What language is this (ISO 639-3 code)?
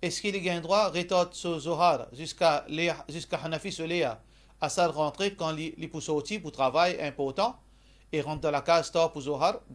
mfe